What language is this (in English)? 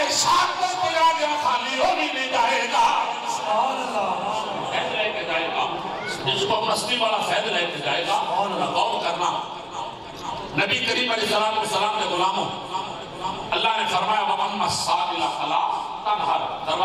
Urdu